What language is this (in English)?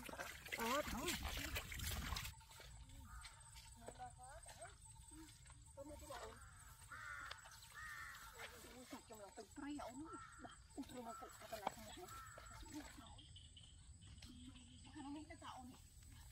Vietnamese